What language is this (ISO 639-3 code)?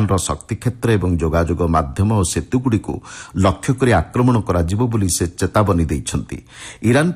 ori